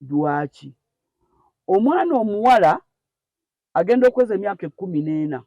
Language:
Ganda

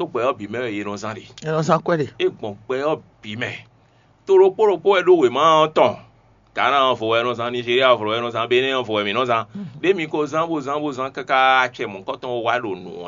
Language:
Fon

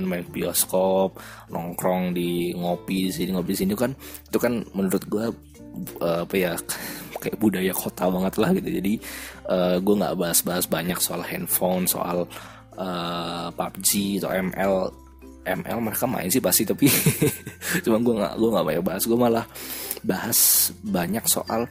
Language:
Indonesian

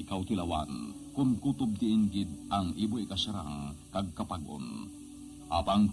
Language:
Hiligaynon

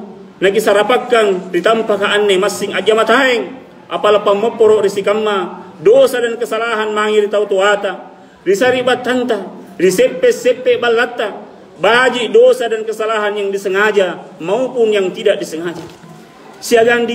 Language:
Makasar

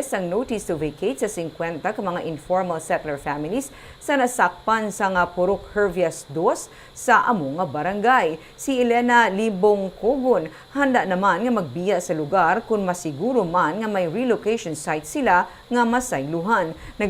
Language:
Hiligaynon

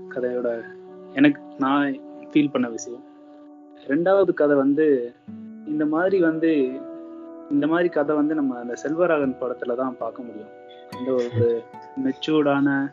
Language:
Tamil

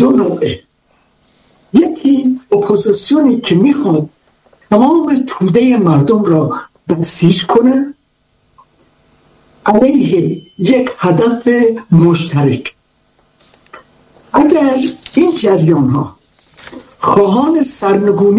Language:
Persian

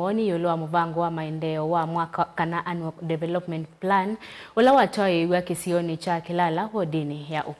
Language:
Kamba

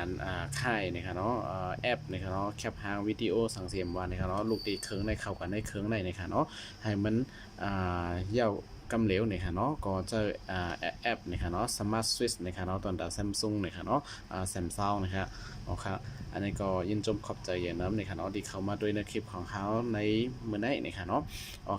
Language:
Shan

